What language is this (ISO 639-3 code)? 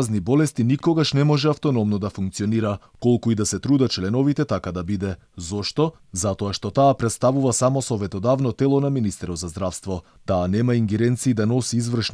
mkd